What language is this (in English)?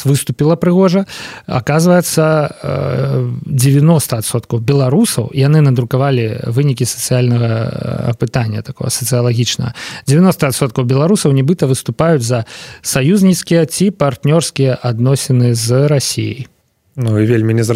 Belarusian